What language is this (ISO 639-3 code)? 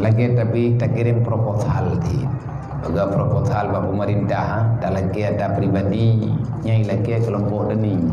ace